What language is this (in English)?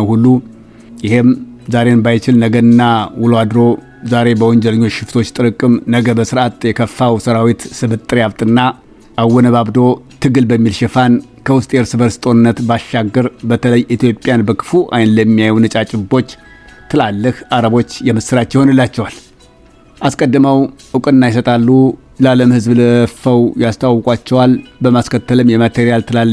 Amharic